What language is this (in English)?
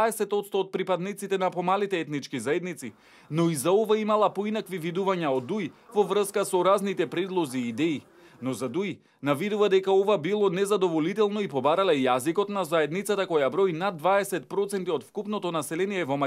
Macedonian